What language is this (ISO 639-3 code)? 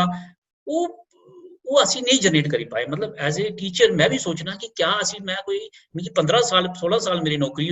doi